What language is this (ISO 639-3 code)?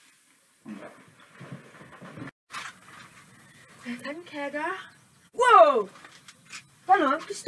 dan